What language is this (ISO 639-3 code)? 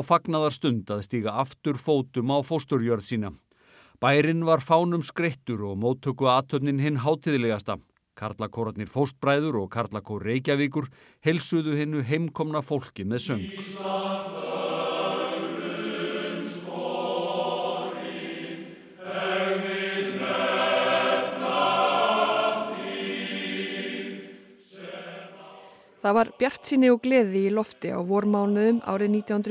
isl